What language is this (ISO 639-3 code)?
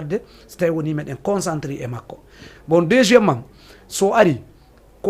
ful